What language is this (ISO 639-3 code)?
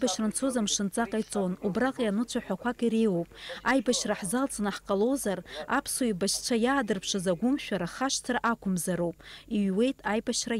abk